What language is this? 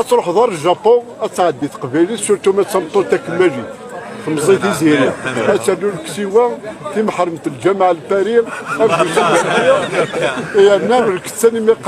Kabyle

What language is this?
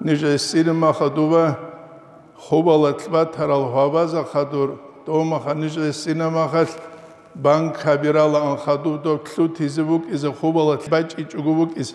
Avaric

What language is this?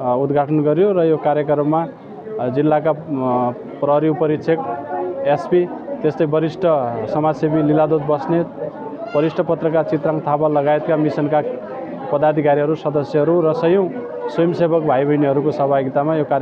Nepali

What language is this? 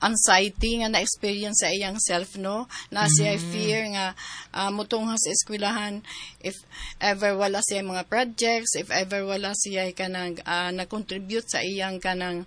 Cebuano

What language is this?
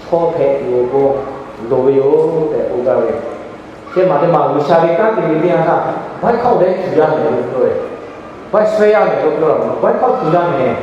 Lahu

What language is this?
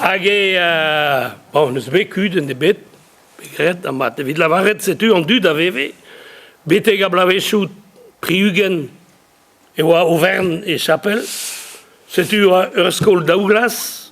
Breton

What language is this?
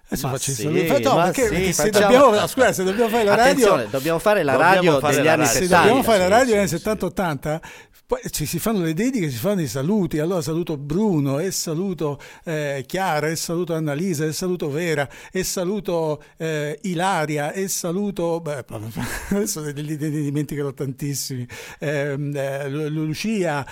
Italian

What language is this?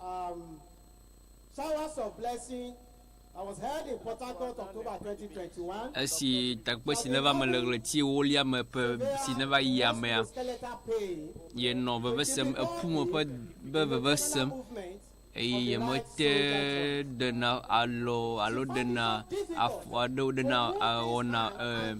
Ewe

